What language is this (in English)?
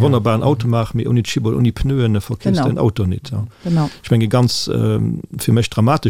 Luxembourgish